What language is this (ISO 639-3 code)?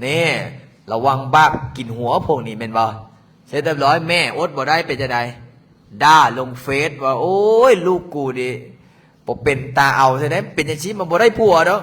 lao